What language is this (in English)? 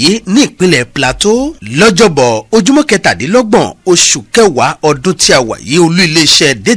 Yoruba